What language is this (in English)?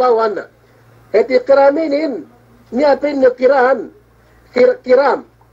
Yakan